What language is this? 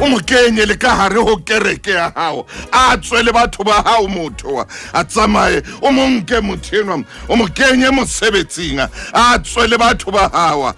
Southern Sotho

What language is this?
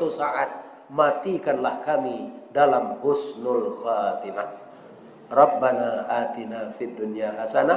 Minangkabau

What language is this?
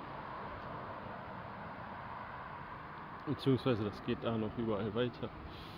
German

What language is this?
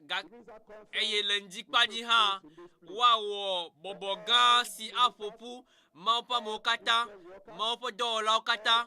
Ewe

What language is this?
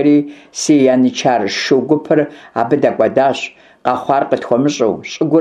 Kabardian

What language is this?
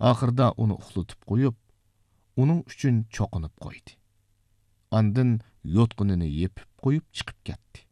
Uyghur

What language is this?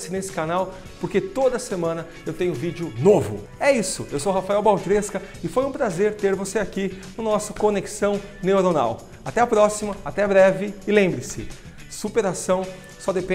Portuguese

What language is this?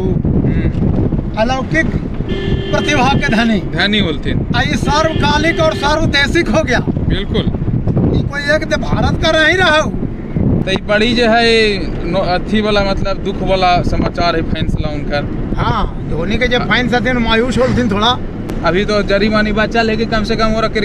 Magahi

